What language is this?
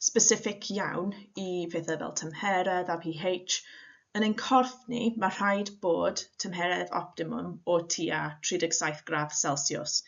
Welsh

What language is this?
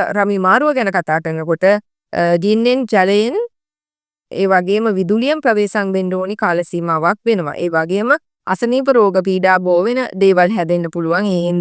Sinhala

